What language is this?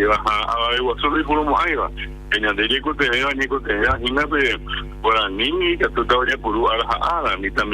Guarani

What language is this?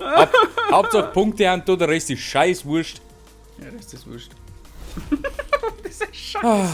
Bavarian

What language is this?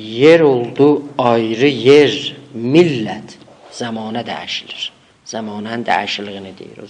South Azerbaijani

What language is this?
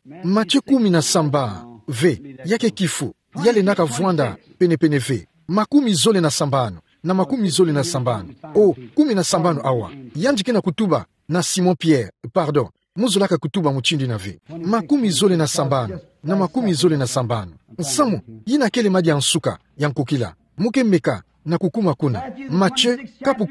Kituba (Democratic Republic of Congo)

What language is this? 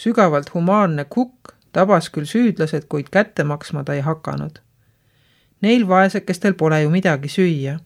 Estonian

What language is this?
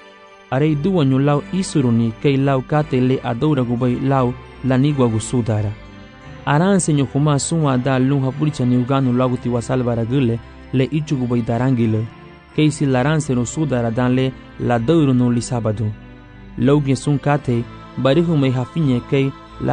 Garifuna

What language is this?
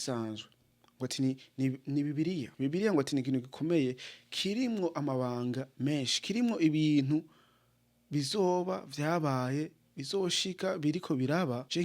Rundi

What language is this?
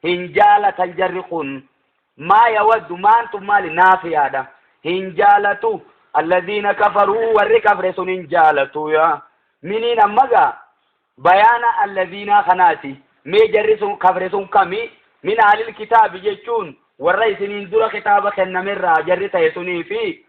Oromo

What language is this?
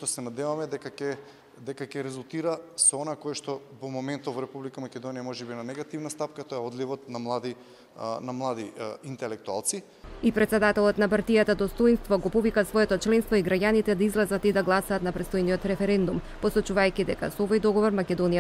Macedonian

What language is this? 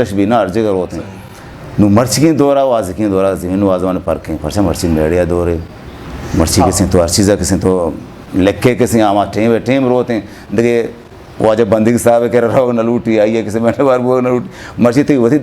Eastern Balochi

